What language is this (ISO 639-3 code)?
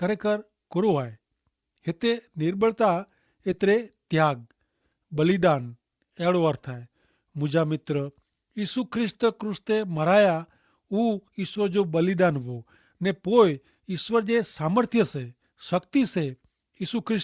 kfr